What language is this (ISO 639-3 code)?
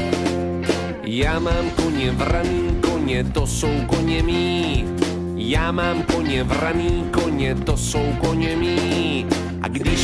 ces